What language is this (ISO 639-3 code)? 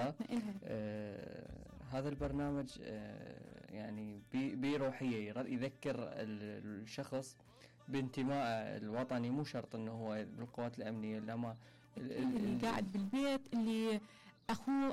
acm